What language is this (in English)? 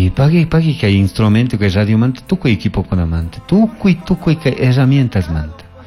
Chimborazo Highland Quichua